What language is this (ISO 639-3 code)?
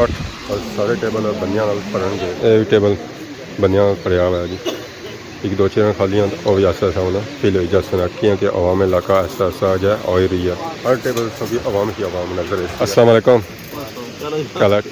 phr